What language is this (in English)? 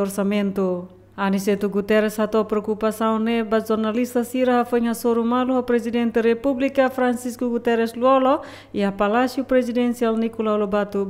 Tetum